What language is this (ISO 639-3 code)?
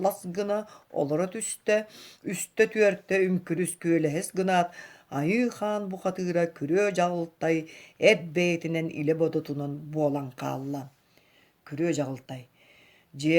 sah